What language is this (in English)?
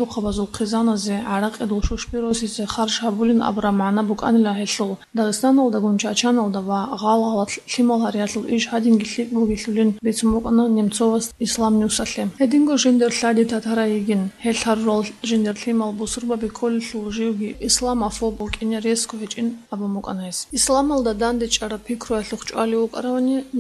Avaric